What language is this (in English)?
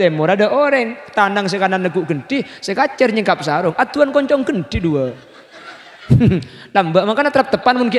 Madurese